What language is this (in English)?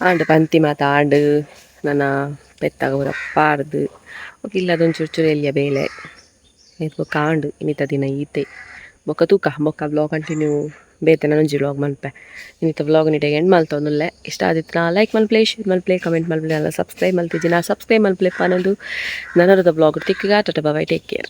Tulu